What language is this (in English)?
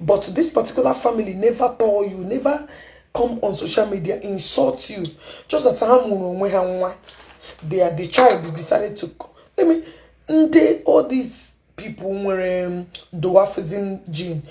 Igbo